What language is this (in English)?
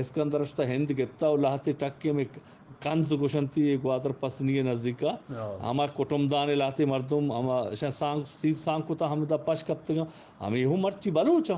Eastern Balochi